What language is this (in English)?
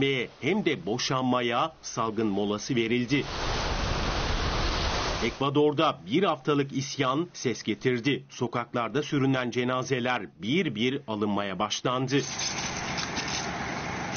Turkish